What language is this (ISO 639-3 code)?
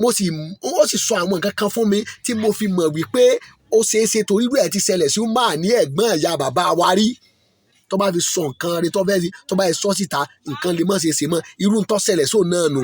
yor